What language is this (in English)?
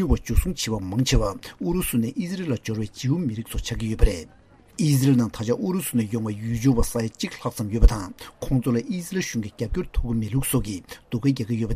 Tibetan